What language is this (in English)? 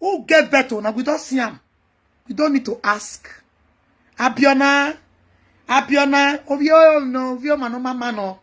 Nigerian Pidgin